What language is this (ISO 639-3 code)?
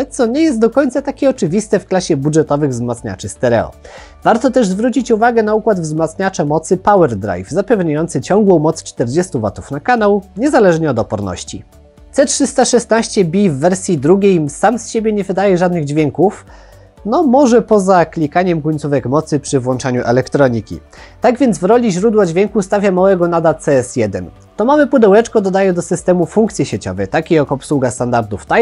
pol